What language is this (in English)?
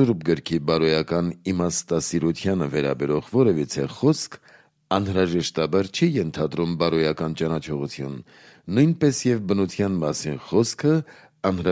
Armenian